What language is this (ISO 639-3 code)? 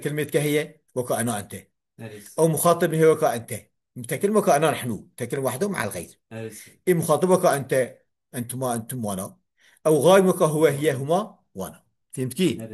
kur